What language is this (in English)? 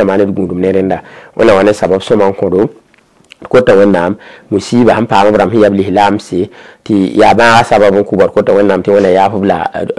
Mossi